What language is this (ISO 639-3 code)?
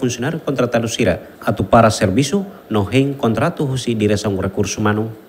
tet